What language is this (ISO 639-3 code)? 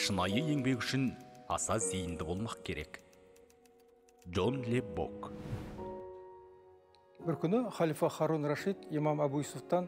kaz